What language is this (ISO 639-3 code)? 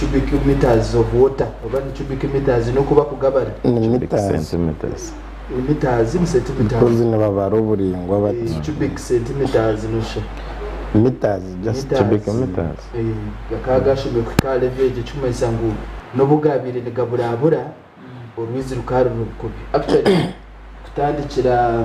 nyn